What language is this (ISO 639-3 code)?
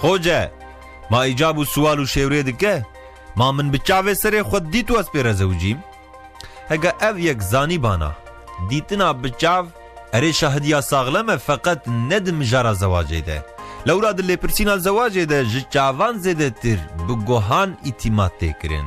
kur